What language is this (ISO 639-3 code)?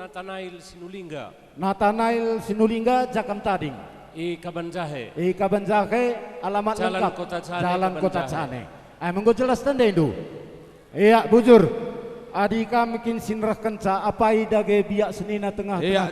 btx